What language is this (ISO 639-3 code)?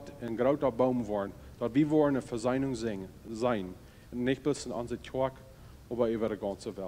pdt